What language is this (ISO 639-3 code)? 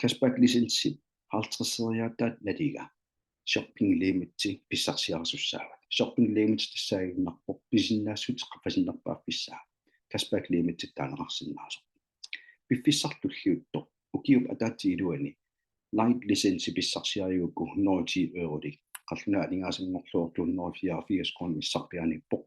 kal